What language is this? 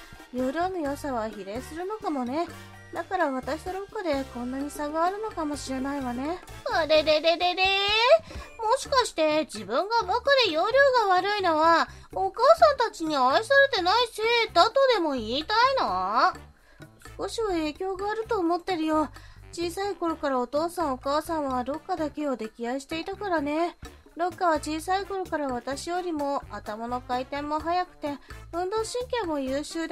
Japanese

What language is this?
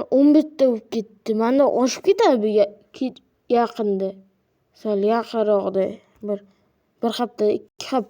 Uzbek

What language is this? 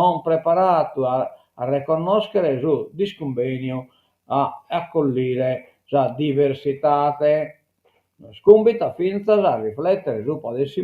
Sardinian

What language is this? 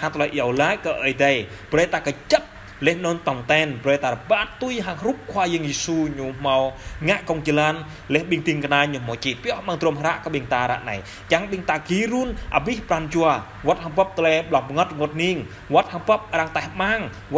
Jarai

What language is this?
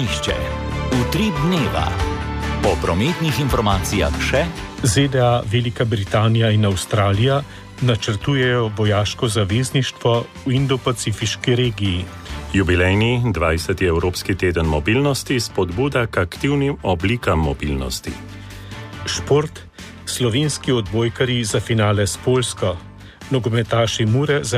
Slovenian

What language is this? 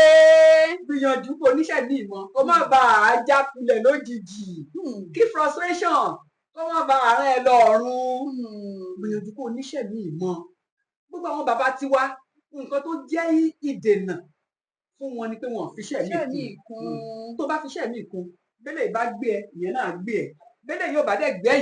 Yoruba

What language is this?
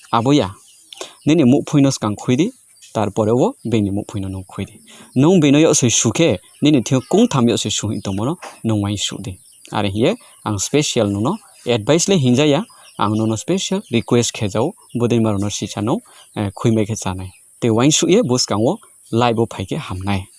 Riang (India)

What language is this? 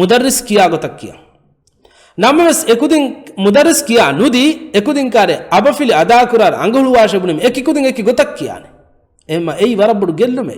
Divehi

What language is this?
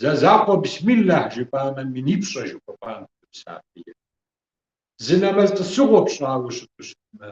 Kabardian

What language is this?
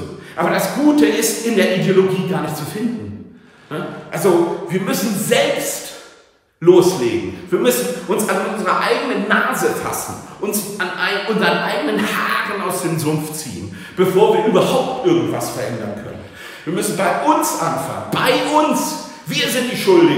German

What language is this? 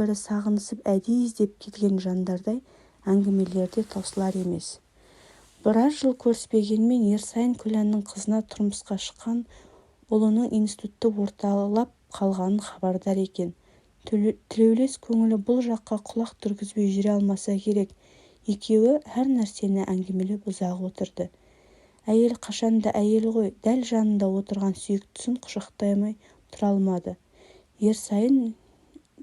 Kazakh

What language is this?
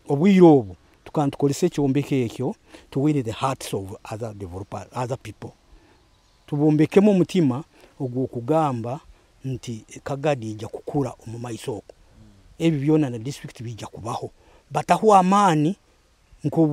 Nyoro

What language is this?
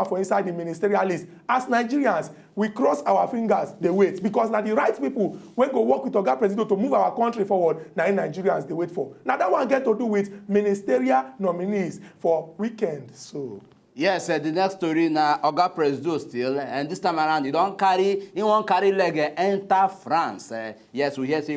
Nigerian Pidgin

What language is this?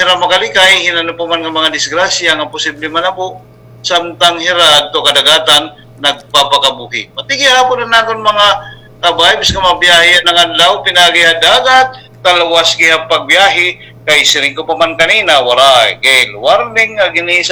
Waray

